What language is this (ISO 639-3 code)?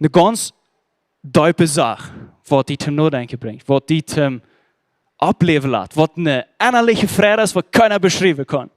pdt